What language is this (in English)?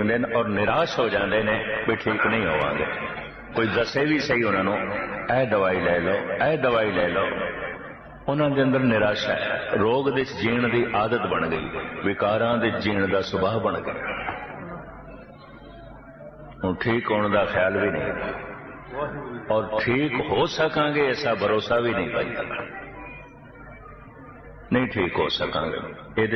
Punjabi